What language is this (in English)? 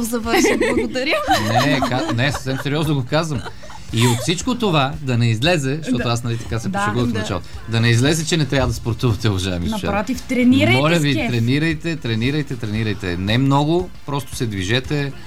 Bulgarian